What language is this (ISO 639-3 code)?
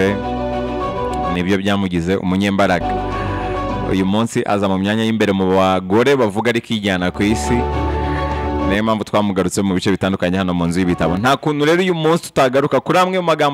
kin